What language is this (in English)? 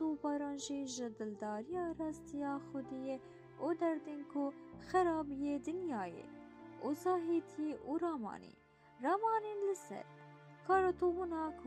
Kurdish